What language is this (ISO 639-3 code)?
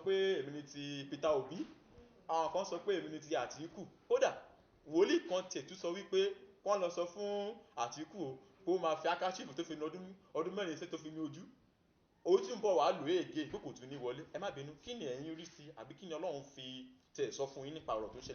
yor